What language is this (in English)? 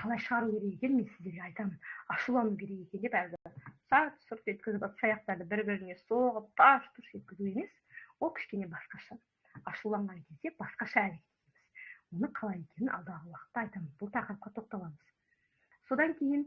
Kazakh